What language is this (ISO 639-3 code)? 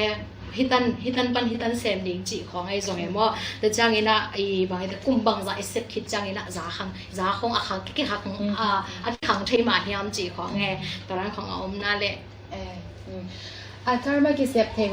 ctd